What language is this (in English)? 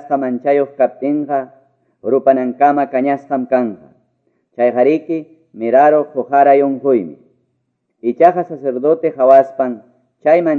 Quechua